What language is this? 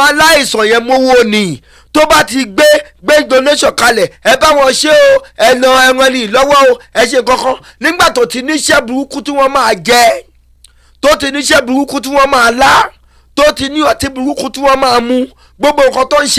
Yoruba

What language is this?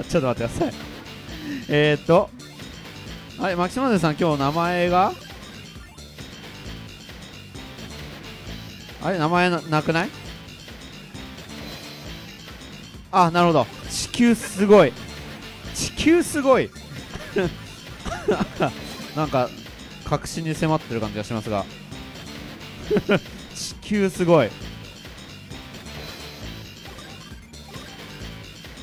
Japanese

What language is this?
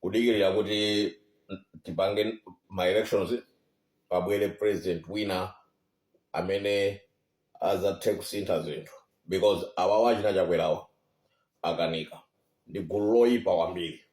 Nyanja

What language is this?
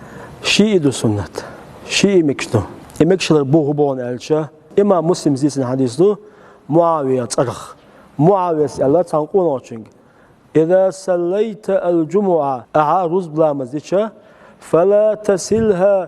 Chechen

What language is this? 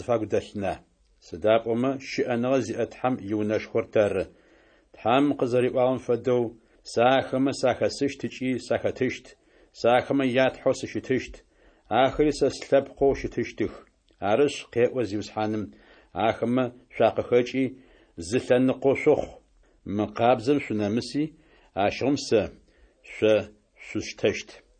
Adyghe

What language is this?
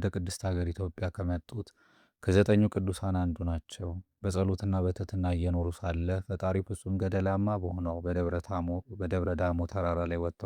Amharic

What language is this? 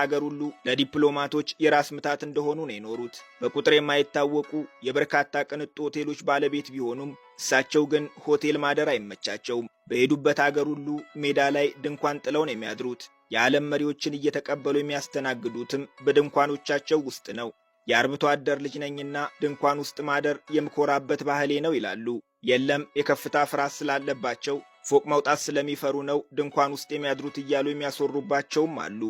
Amharic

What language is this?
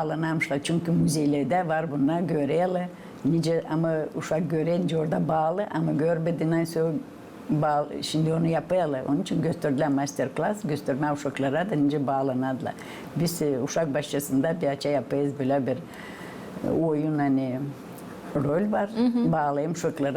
Gagauz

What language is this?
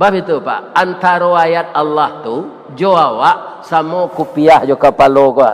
Minangkabau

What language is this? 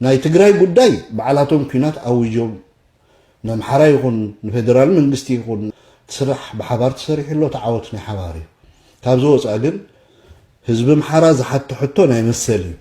Tigrinya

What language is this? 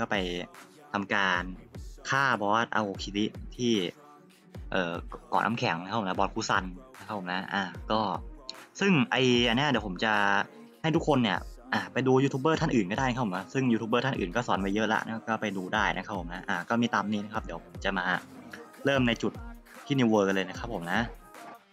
Thai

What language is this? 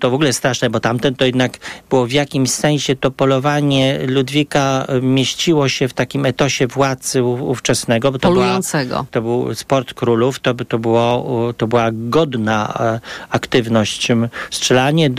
Polish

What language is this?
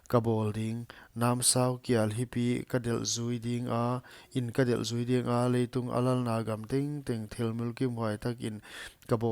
Paite Chin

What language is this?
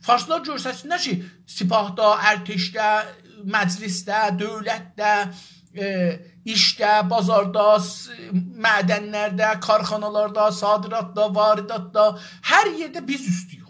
South Azerbaijani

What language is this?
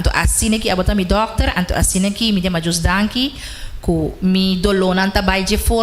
Papiamento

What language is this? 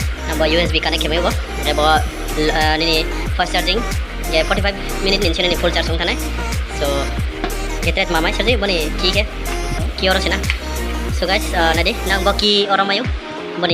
Riang (India)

